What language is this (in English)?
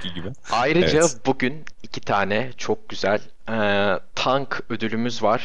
Turkish